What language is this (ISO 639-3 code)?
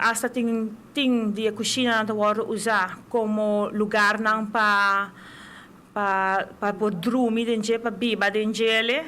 pap